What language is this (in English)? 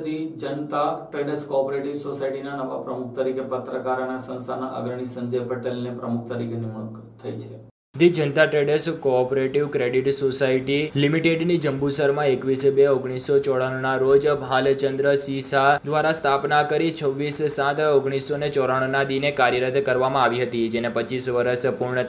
Gujarati